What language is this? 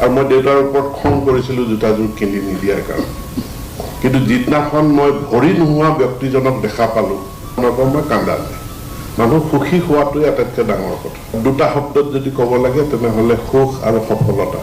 Assamese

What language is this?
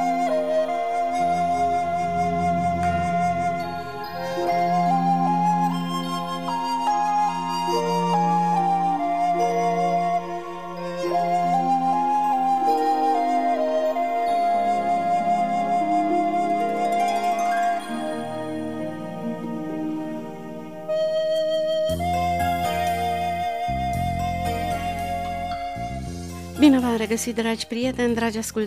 Romanian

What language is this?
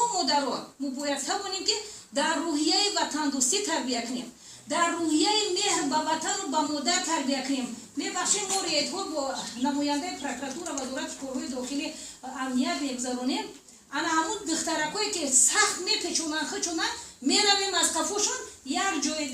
Tajik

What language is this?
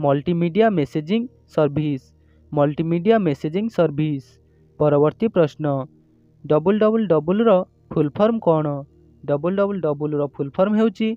Odia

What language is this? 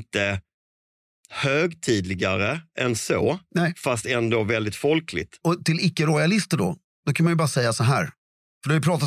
Swedish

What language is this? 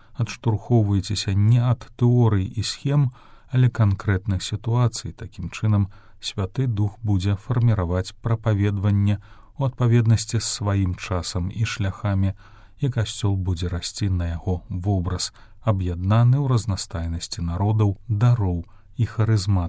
Belarusian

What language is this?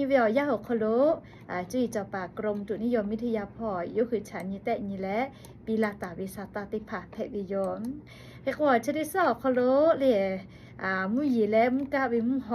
Lahu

